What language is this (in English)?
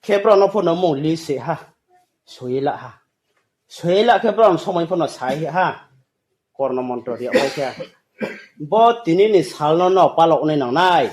Riang (India)